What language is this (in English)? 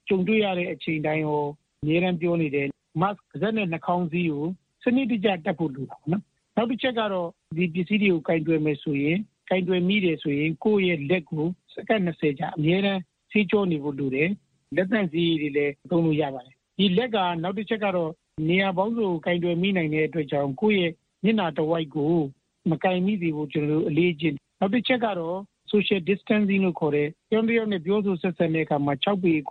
Burmese